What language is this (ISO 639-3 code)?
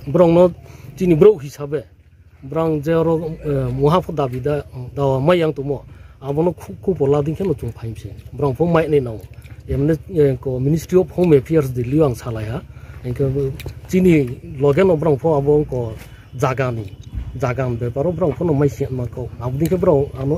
ria